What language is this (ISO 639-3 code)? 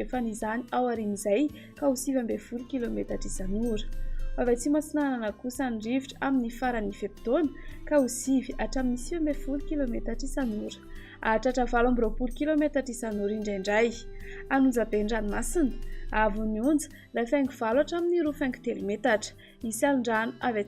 mlg